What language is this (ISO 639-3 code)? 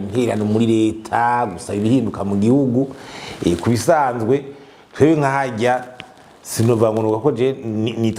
run